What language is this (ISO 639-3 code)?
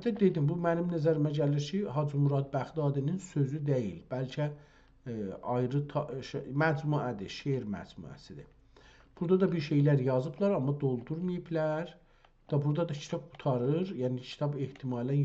azb